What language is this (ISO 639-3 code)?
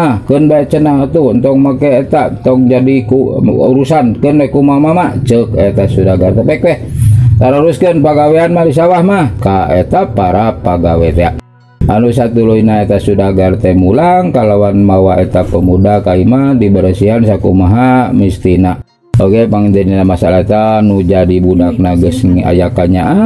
sun